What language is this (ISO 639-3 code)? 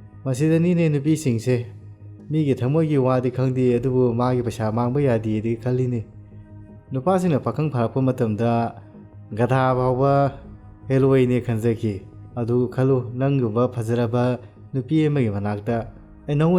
mni